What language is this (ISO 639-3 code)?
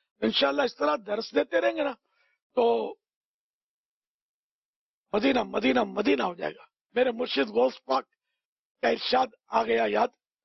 urd